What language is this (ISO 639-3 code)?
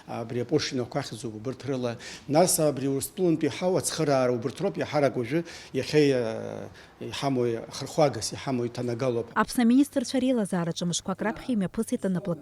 abk